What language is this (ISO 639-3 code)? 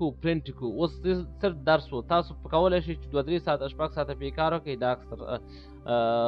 pus